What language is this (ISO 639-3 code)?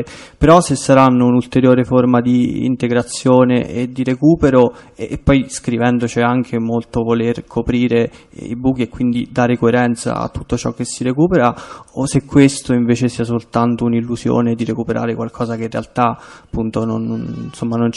ita